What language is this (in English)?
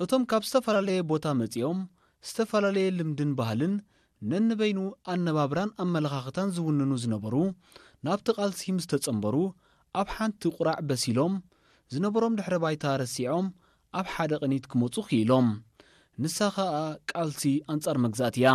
Tigrinya